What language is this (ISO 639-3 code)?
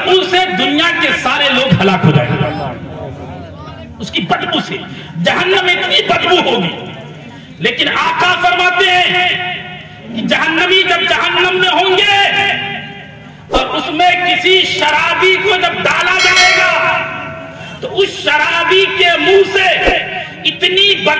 urd